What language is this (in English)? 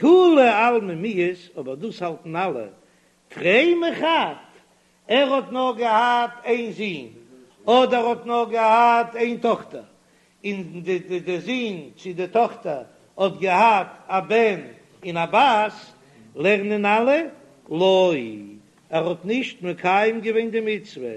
Yiddish